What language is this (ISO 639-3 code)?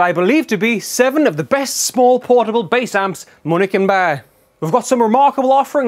eng